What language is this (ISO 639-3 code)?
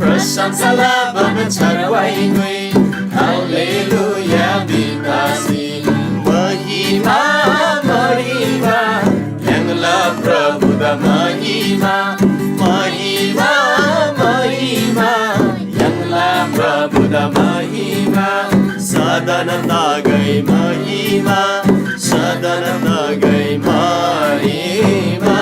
taj